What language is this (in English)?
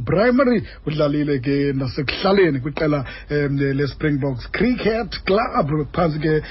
Xhosa